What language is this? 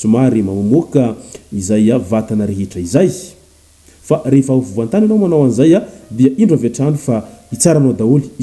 Malagasy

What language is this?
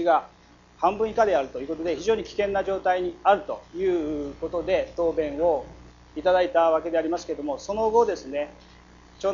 Japanese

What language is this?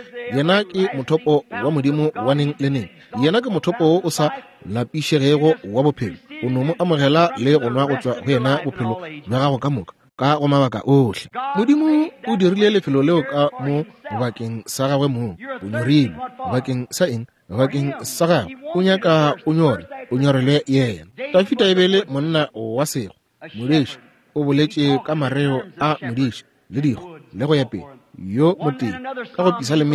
Northern Sotho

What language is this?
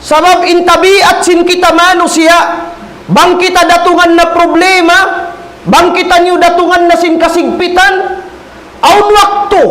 Tausug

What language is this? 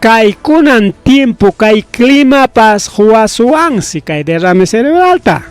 Ayacucho Quechua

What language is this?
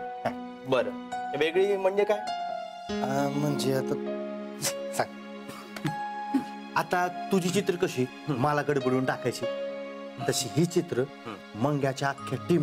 Marathi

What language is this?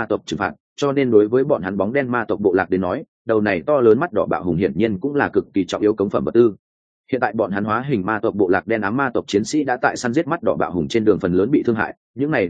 Vietnamese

